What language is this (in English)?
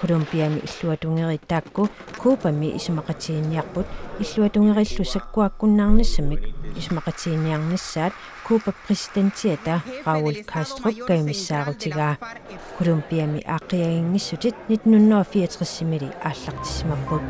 Kalaallisut